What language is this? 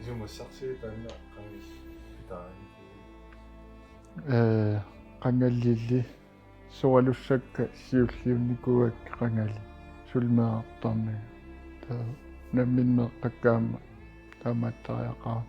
Kalaallisut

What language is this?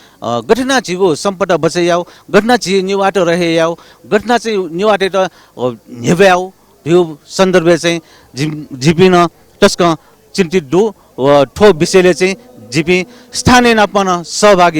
Newari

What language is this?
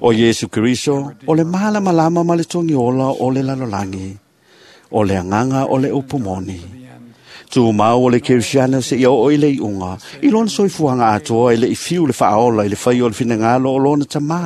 Samoan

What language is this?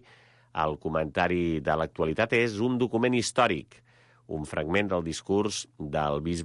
Catalan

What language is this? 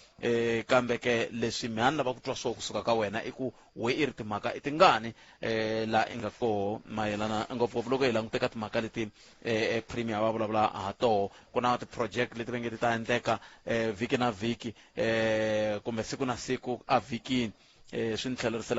Tsonga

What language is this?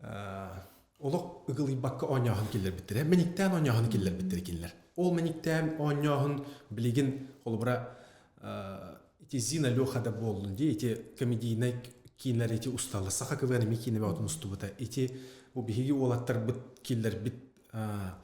Yakut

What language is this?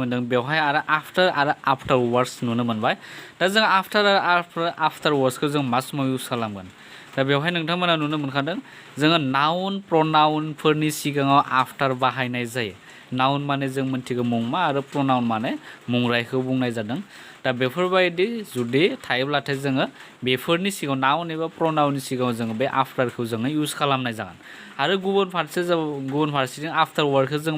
Bodo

